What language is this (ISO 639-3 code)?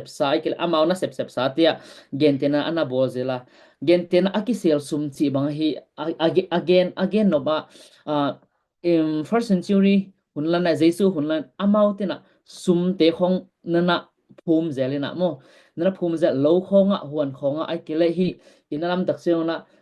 ctd